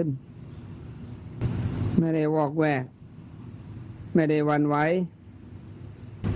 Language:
Thai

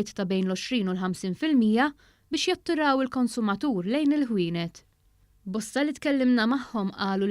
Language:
Maltese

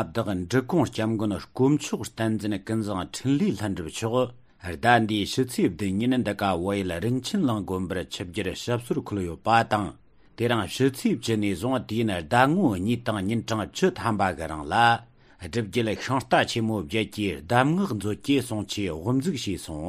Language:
Tibetan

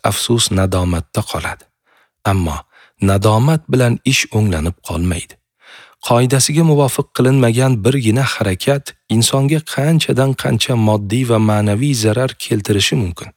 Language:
Uzbek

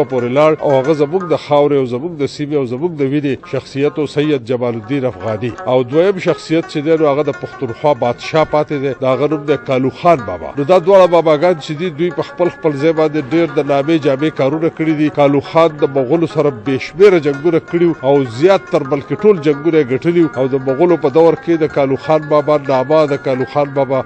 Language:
Pashto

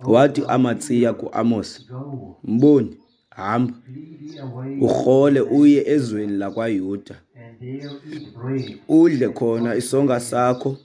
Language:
Xhosa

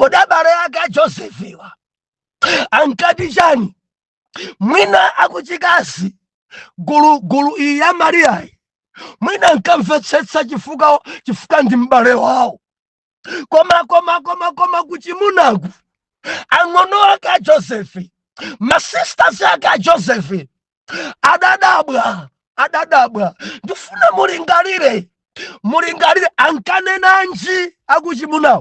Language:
Nyanja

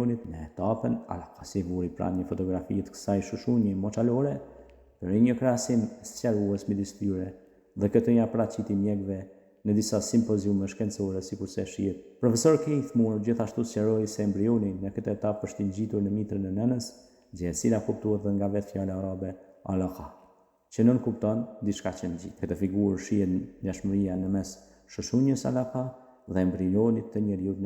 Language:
Albanian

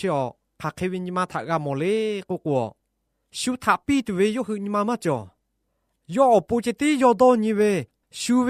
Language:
Lahu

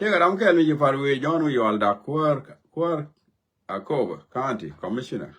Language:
Nuer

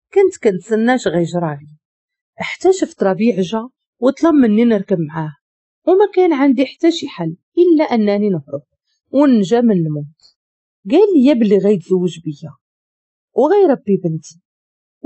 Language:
Moroccan Arabic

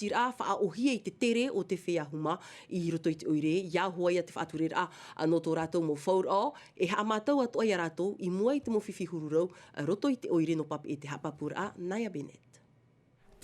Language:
Tahitian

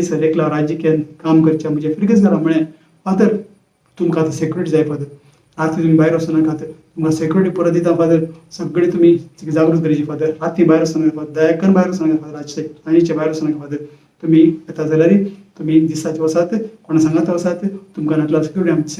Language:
Konkani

